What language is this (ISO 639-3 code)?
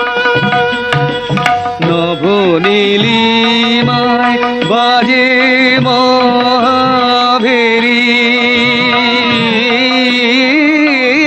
ben